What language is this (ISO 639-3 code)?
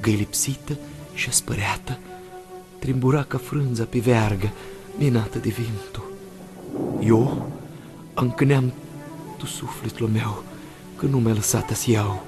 rup